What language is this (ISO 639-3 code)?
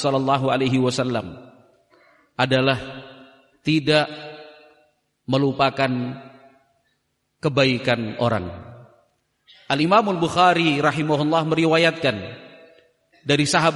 ind